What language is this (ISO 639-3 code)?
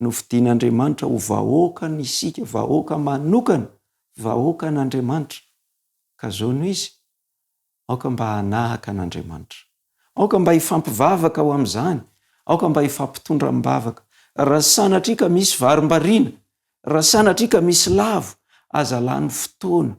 mlg